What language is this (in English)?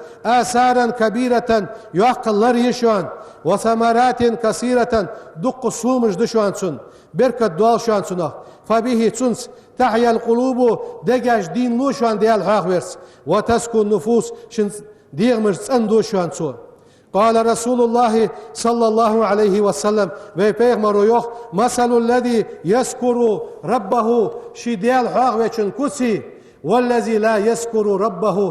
Ingush